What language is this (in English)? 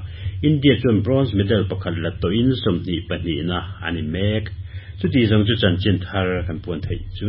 Mizo